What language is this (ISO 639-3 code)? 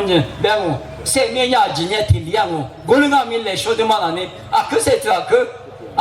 lis